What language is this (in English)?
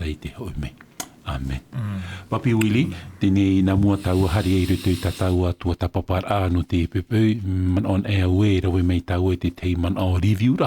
Tahitian